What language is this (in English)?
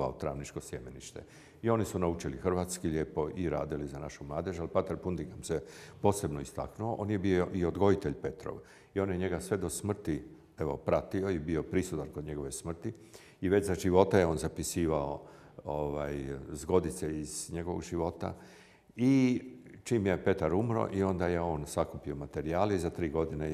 Croatian